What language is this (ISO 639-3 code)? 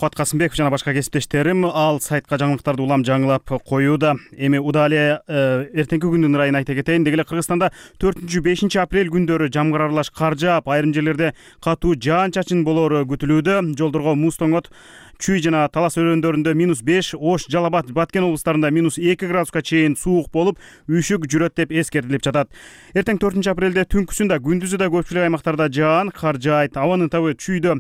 kir